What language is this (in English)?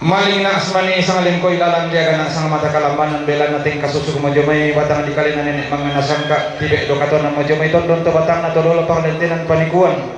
Toraja-Sa'dan